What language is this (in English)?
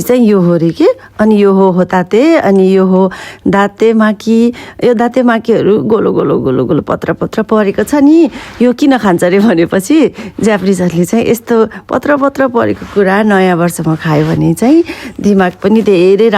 Nepali